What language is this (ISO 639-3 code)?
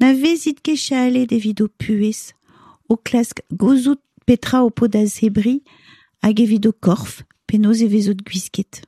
bre